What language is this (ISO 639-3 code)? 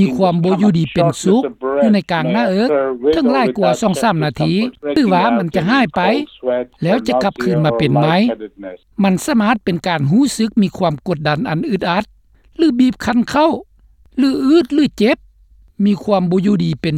lao